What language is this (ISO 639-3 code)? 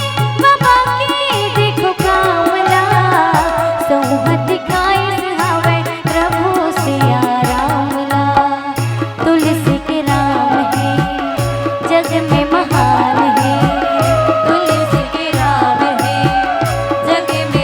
hne